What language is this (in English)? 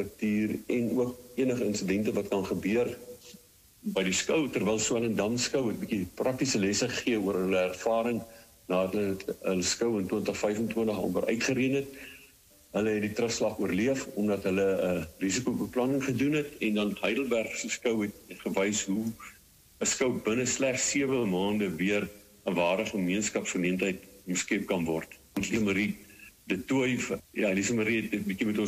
Afrikaans